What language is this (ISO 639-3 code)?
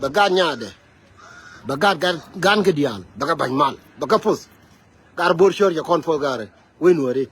nus